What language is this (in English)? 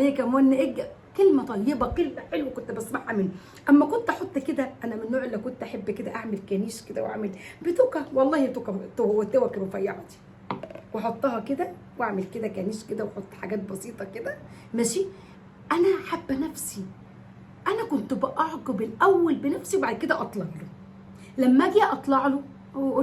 Egyptian Arabic